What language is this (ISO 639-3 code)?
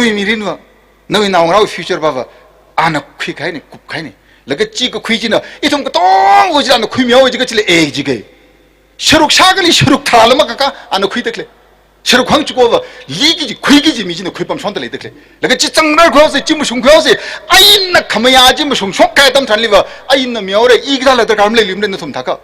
nmf